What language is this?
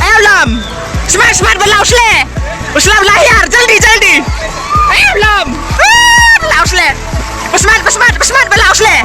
Khasi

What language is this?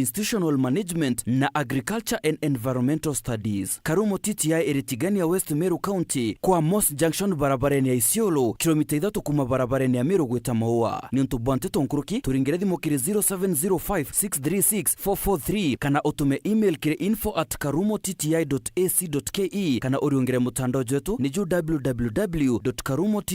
Meru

